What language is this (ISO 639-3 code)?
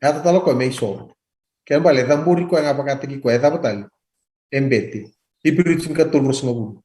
fij